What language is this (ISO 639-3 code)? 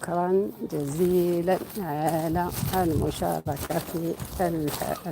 arq